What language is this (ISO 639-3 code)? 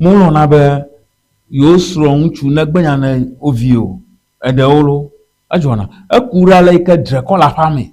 ewe